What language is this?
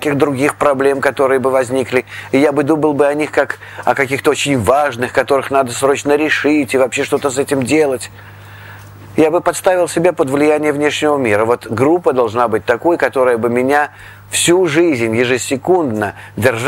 Russian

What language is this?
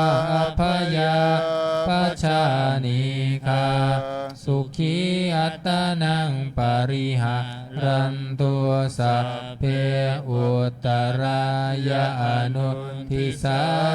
Pali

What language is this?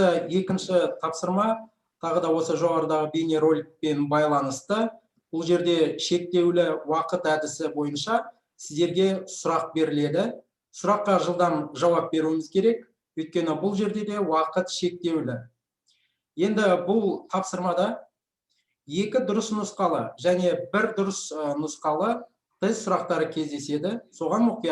Kazakh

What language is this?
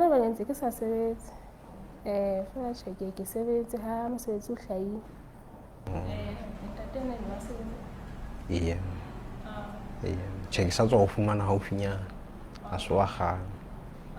Southern Sotho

